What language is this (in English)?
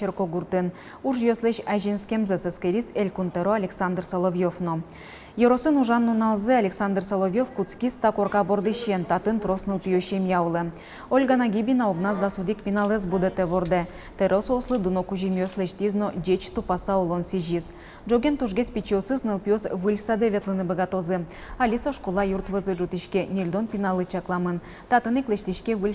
Udmurt